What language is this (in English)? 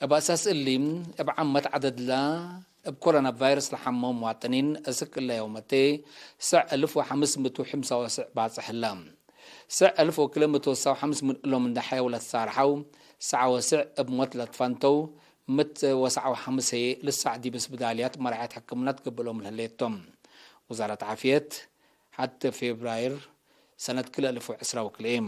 Tigre